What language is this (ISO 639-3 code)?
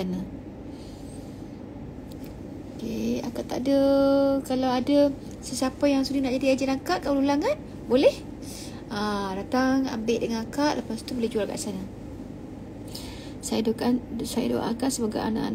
msa